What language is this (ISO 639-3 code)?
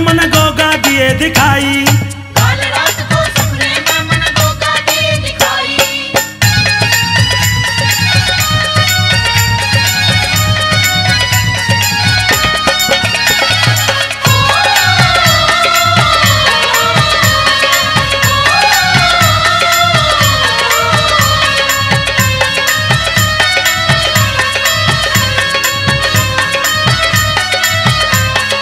hin